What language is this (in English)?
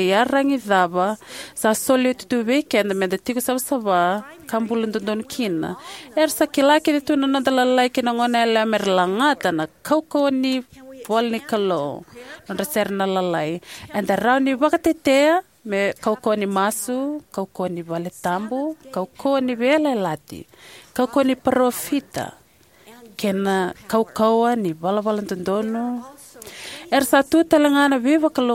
Fijian